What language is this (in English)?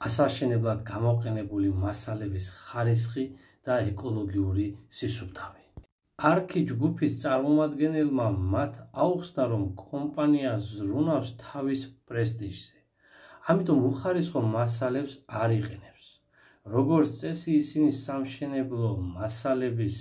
Georgian